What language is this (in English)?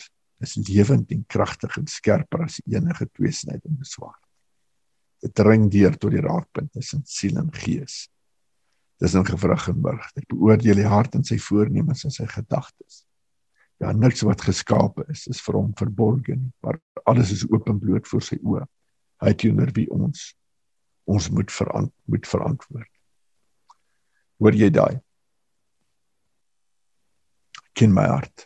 Afrikaans